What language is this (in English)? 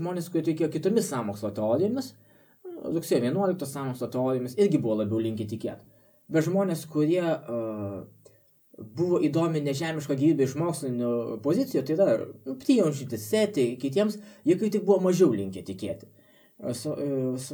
Lithuanian